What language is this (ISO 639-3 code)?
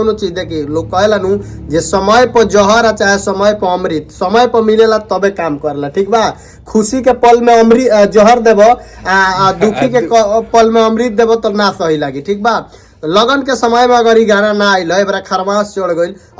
bho